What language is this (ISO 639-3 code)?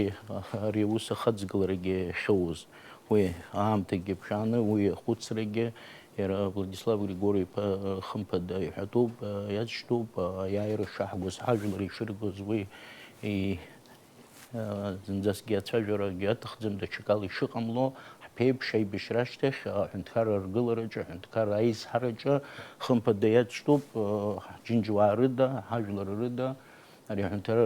abk